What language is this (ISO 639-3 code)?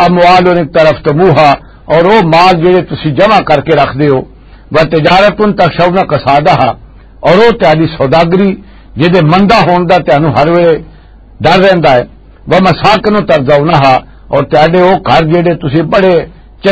lah